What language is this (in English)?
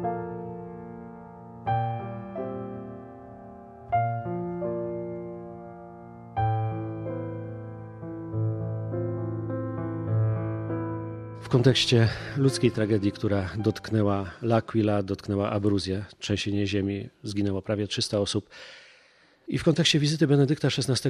Polish